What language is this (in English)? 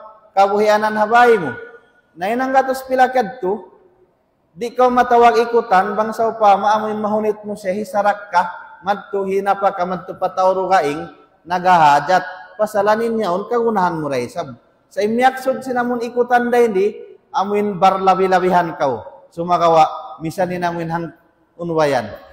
Tausug